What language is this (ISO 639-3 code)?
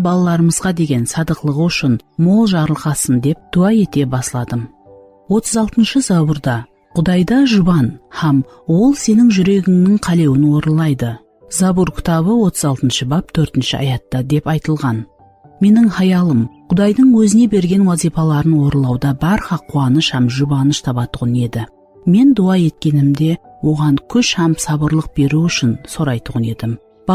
kaa